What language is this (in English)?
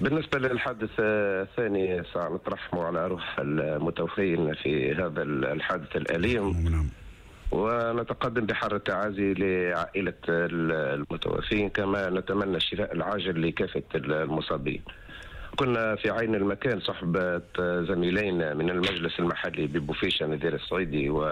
Tunisian Arabic